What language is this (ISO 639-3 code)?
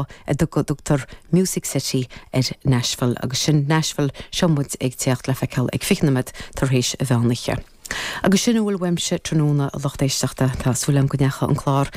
gle